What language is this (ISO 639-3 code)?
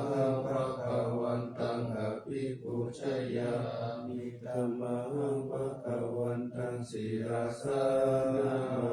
pli